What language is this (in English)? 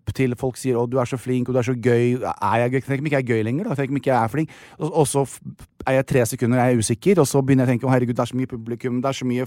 Norwegian